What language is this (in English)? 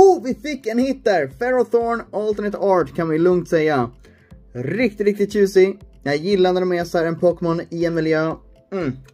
Swedish